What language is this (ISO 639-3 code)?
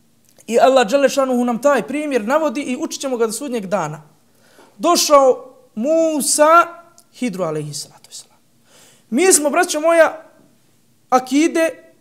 bos